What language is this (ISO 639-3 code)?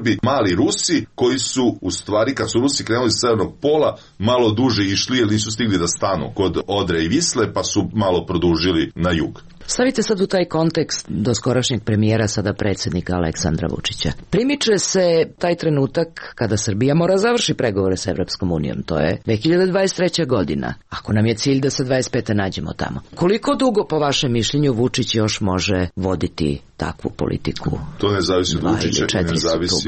srp